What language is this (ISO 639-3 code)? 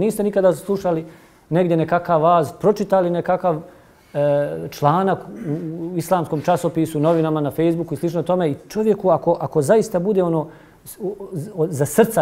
bos